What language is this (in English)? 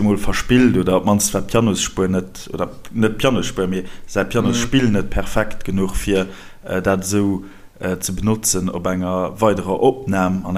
Luxembourgish